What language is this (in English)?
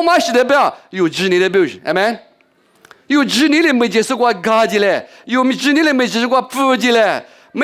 Lisu